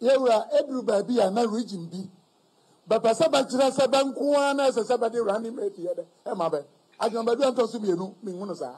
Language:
Akan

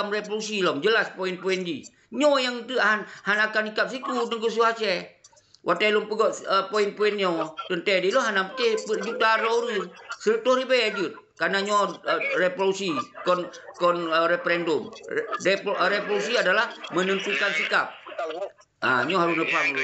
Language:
Achinese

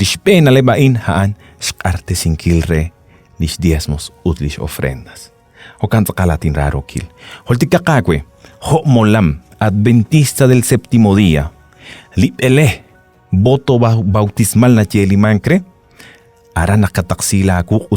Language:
Kekchí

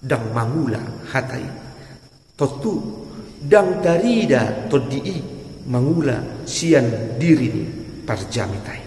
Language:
Batak Toba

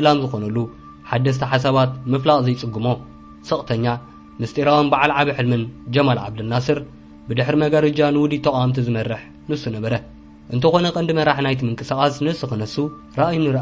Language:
Tigrinya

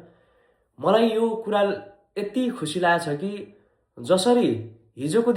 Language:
Nepali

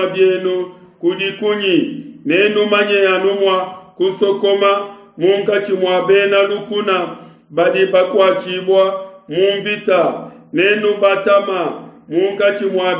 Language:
Luba-Lulua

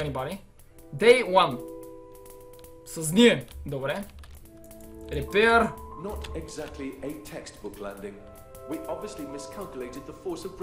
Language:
Bulgarian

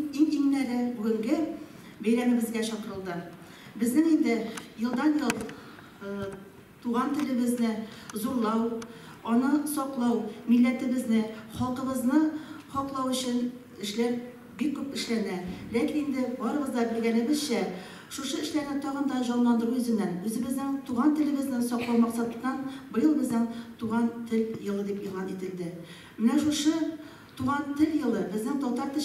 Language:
Tatar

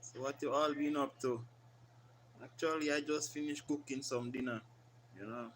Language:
Jamaican Creole English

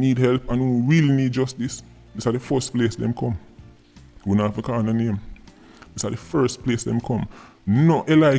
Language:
Jamaican Creole English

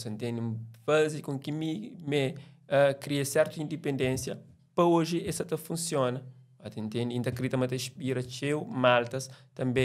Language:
Kabuverdianu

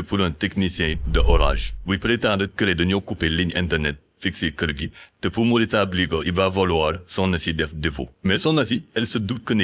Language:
Wolof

